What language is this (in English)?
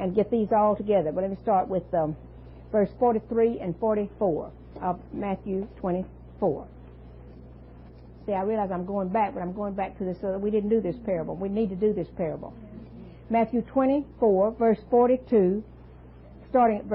English